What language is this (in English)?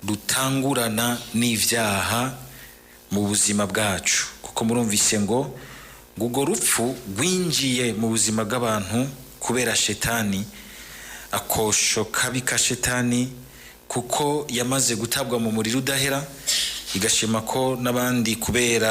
Rundi